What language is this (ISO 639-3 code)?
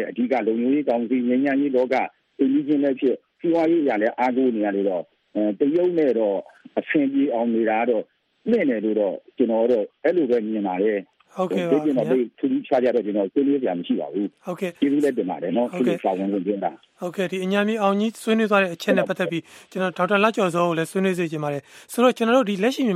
mya